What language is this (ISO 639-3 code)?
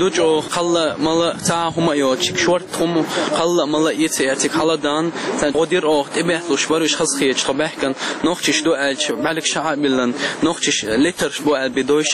che